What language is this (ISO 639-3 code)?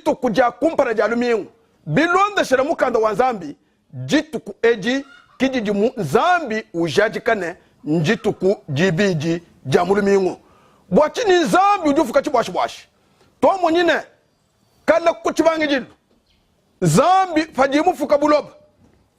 lua